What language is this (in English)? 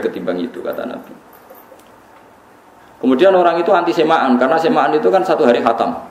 Indonesian